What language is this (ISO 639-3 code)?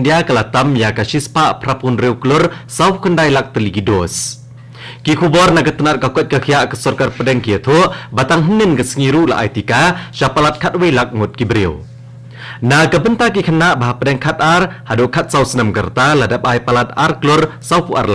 kha